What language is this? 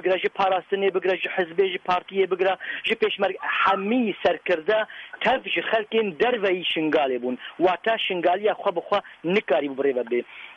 Kurdish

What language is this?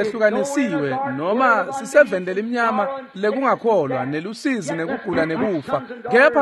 Swati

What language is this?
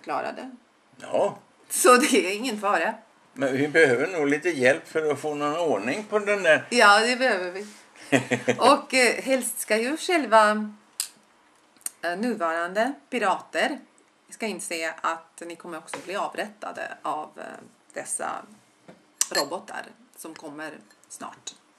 Swedish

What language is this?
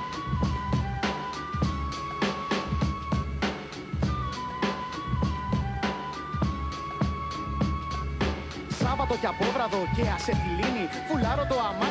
Greek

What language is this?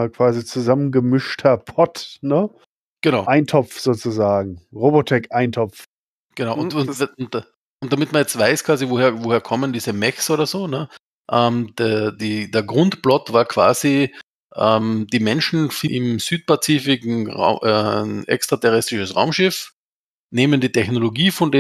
German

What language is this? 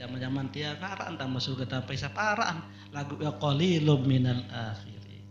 Sasak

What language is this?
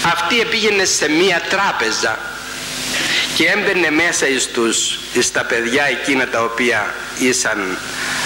Greek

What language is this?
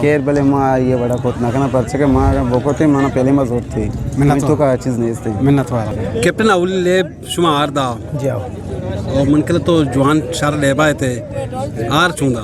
Eastern Balochi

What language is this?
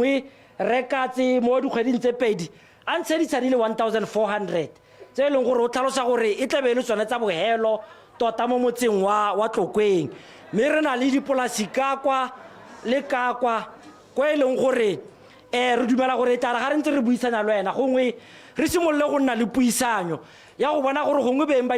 Tswana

